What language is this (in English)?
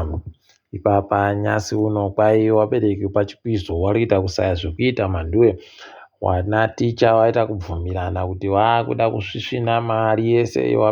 Ndau